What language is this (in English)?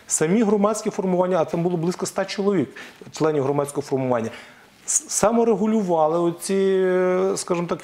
Ukrainian